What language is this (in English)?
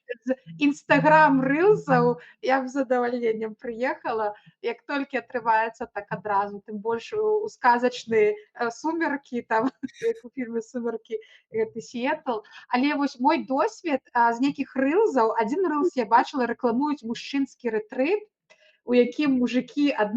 Belarusian